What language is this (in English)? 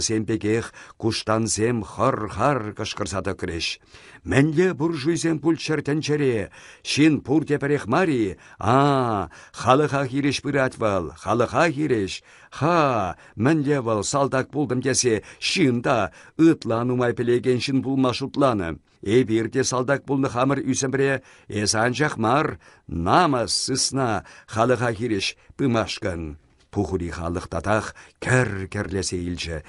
Chuvash